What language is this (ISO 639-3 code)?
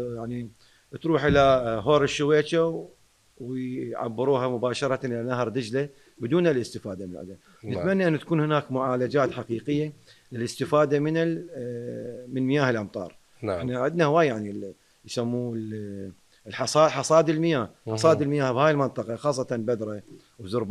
acm